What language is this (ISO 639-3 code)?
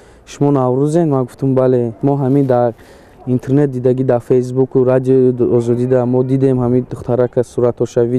tgk